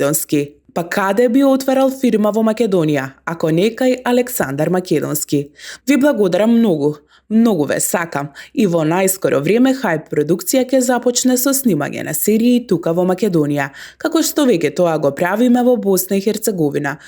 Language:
Macedonian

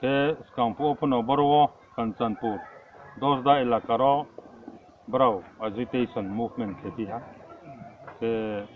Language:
Riang (India)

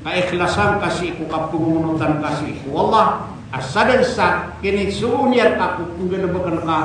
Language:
Maranao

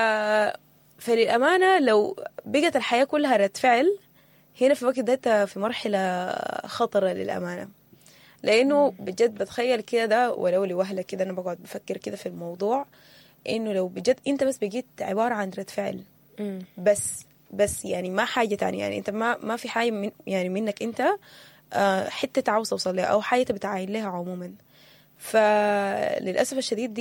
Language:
Sudanese Arabic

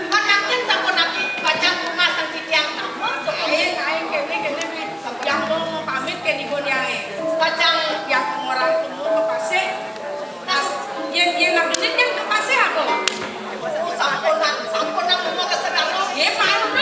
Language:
Balinese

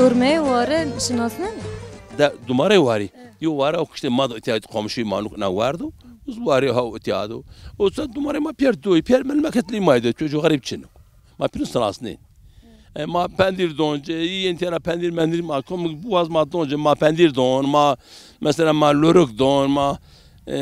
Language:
Zaza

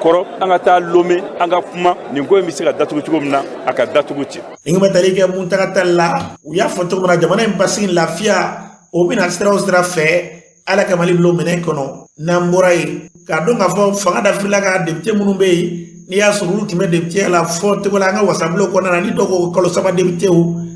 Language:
Bambara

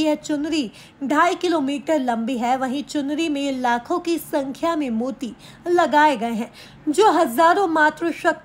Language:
Hindi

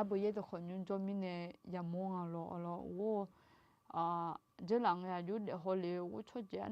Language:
Akha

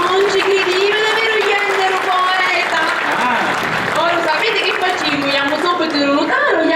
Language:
Sicilian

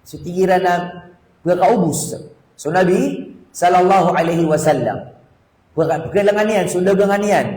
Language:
Maranao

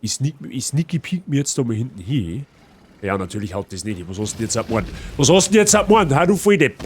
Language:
Bavarian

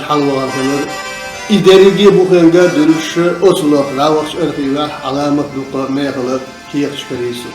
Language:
Chechen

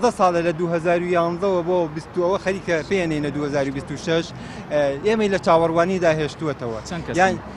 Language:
Central Kurdish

